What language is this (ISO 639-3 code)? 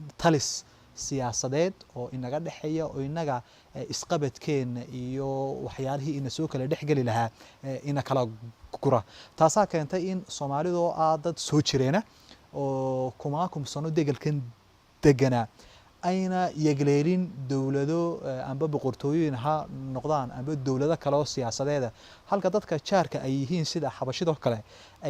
som